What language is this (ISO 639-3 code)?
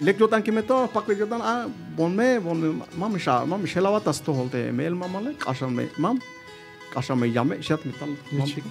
tzh